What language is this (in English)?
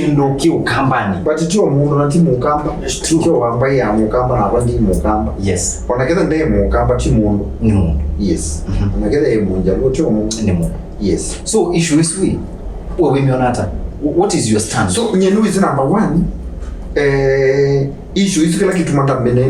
Kamba